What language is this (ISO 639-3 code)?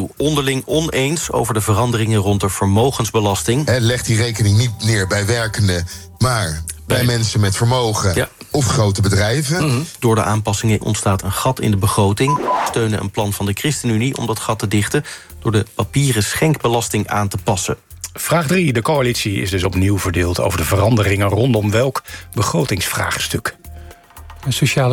nld